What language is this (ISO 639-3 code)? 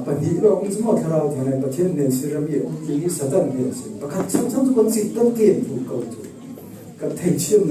cfm